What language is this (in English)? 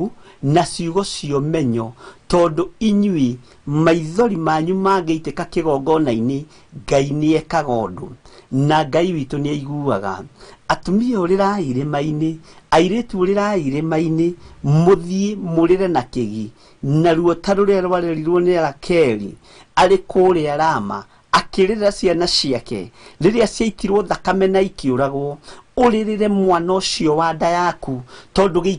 Kikuyu